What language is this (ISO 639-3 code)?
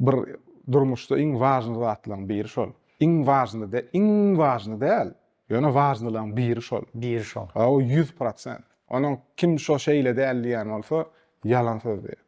tuk